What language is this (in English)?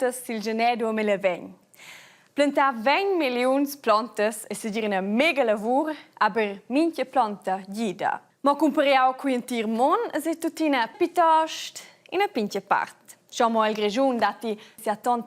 Romansh